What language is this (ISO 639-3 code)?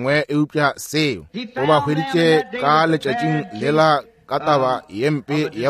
nso